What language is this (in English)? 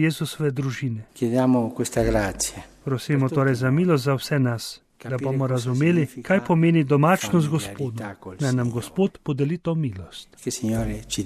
Slovenian